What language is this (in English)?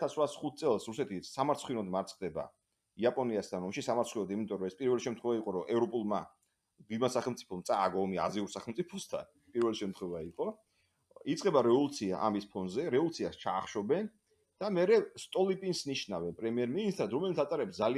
Georgian